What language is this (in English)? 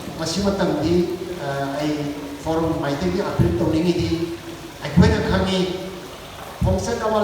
Manipuri